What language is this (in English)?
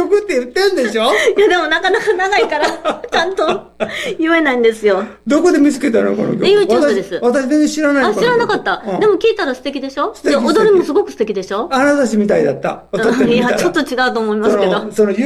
Japanese